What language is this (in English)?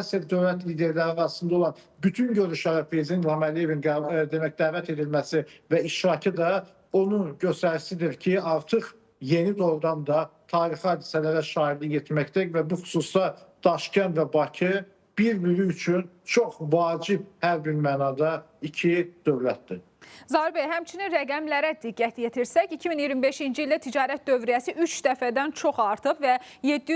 Azerbaijani